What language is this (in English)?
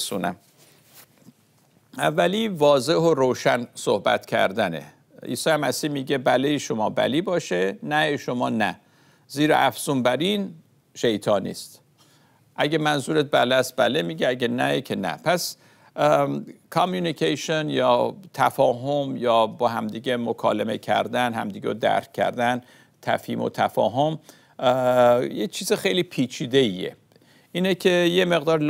Persian